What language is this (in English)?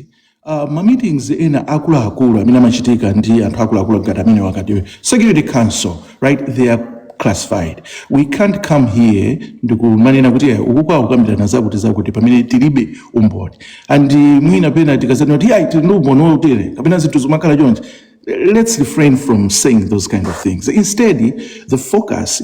Nyanja